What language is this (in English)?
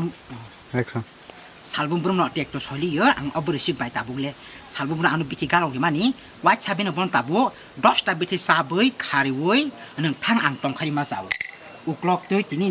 Kok Borok